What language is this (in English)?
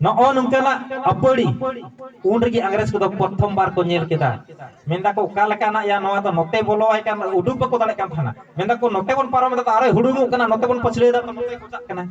Santali